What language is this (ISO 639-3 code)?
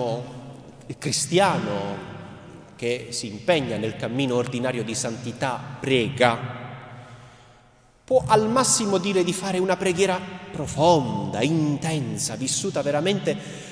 ita